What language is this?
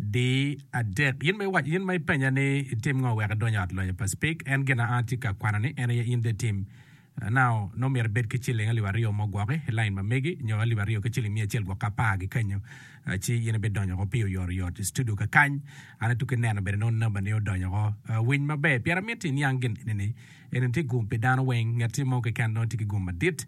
Acoli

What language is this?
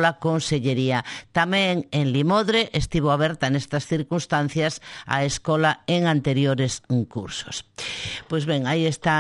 Galician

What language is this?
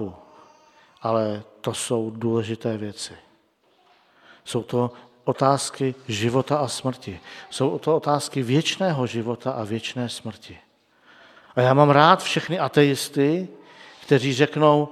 Czech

